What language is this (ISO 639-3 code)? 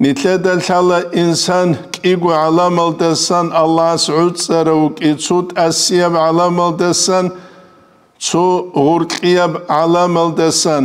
ava